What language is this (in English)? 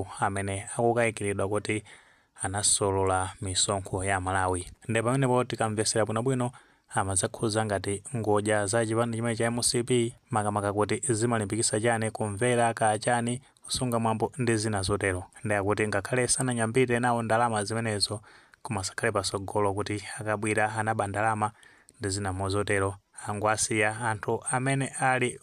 Nyanja